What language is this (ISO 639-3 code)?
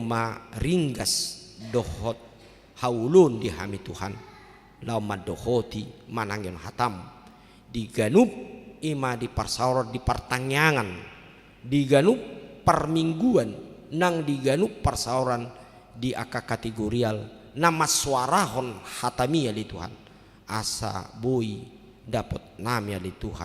bbc